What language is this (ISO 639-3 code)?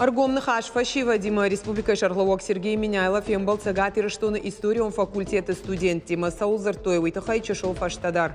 oss